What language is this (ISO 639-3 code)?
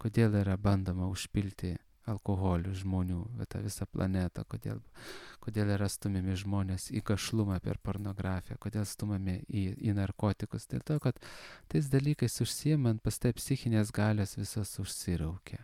lit